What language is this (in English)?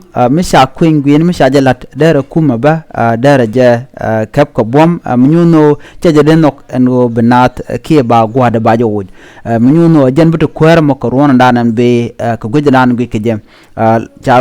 Nuer